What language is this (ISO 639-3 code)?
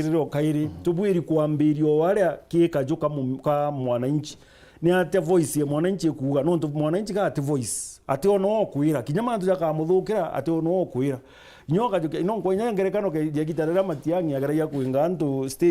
mer